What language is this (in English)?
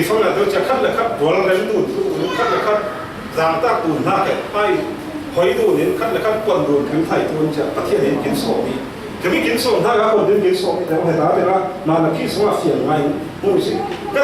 Falam Chin